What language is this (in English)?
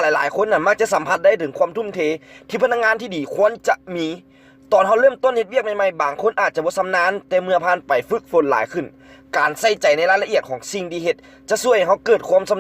Lao